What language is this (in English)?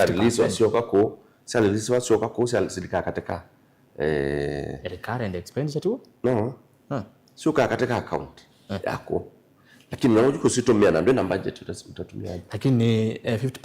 Kamba